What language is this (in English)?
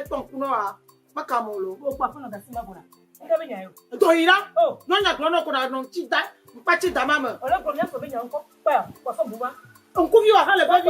Ewe